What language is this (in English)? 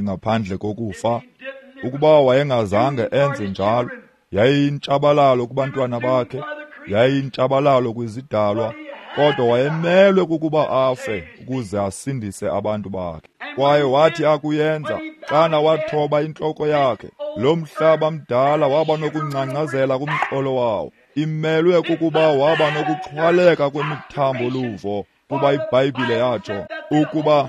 Xhosa